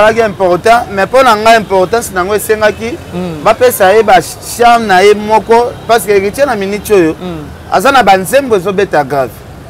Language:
Lingala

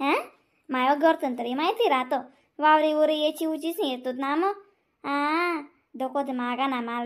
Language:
Khandesi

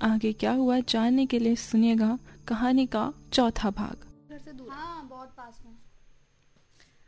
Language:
Hindi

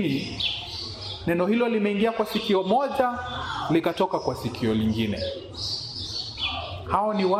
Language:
Swahili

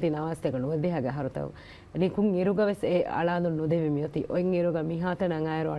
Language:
Divehi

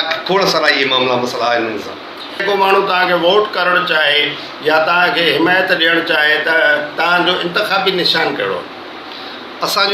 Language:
Sindhi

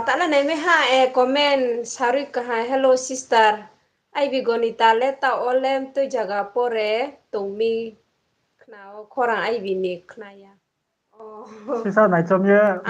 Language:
Riang (India)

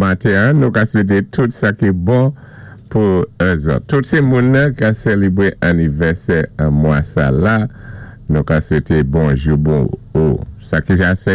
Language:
Saint Lucian Creole French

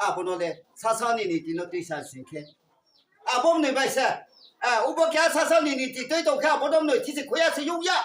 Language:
Riang (India)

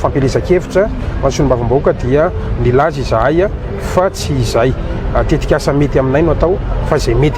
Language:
Malagasy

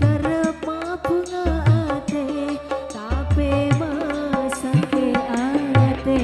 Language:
Madurese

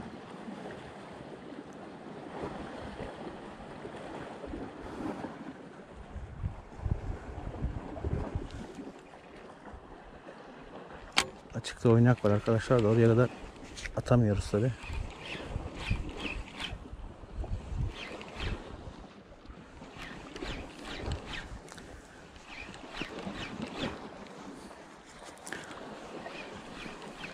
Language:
Turkish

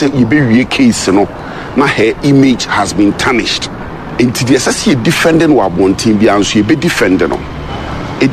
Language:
Akan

